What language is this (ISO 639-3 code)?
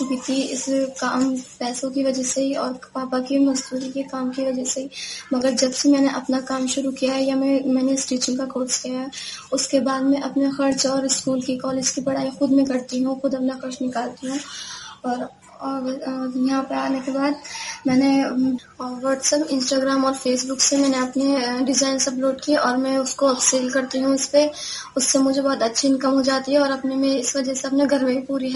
hin